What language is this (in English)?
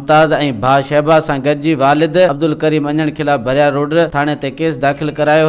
Sindhi